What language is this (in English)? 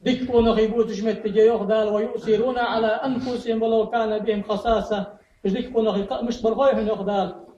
Ingush